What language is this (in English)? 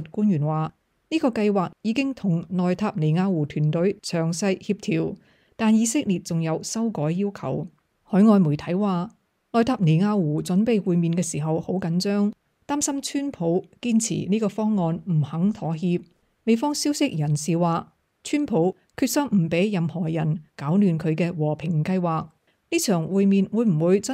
Cantonese